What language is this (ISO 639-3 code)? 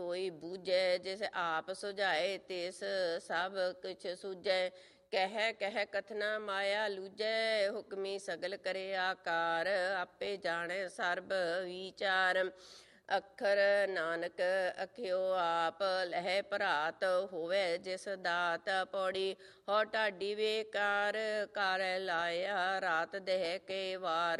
pan